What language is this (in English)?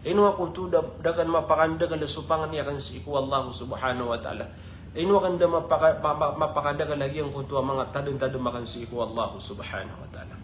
Maranao